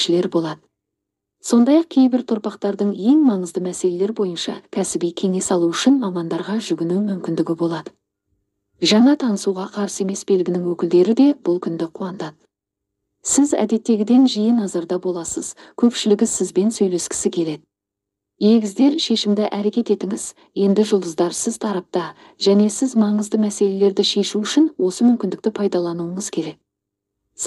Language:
Kazakh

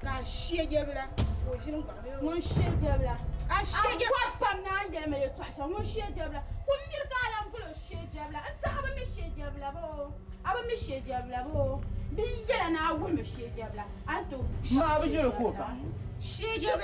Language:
Dagbani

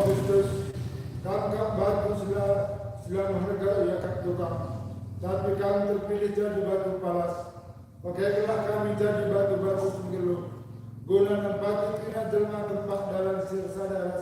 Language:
Batak Karo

